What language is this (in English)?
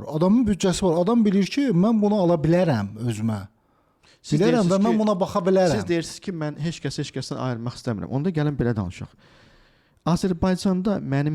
Azerbaijani